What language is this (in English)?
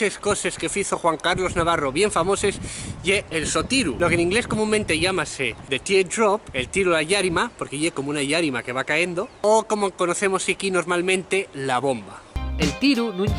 Asturian